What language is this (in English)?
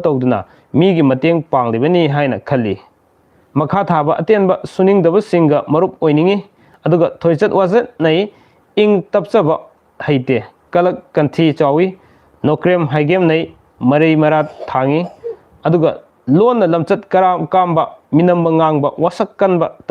Manipuri